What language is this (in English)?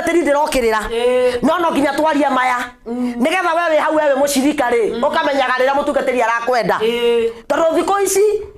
Kikuyu